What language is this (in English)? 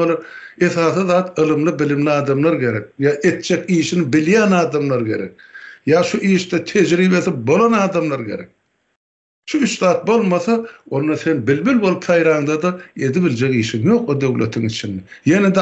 Turkmen